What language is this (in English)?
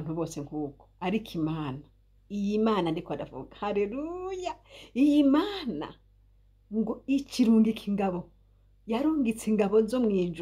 Rundi